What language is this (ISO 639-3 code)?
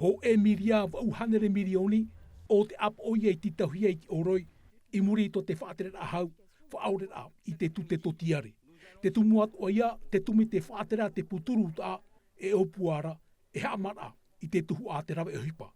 tah